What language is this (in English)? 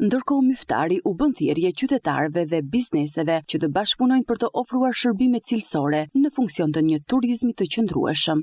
Albanian